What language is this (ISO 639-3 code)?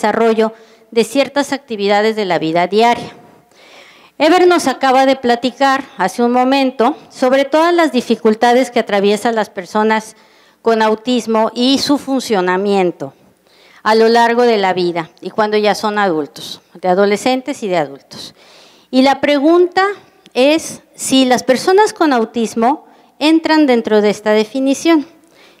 spa